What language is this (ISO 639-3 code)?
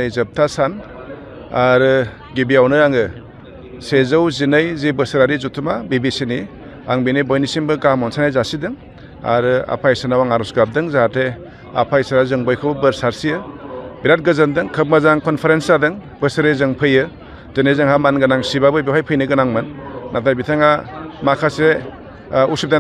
brx